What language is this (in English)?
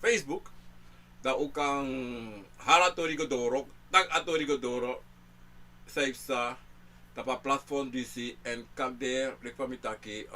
Sranan Tongo